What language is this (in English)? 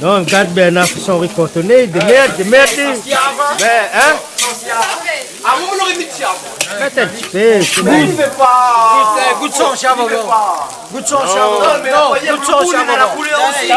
Réunion Creole French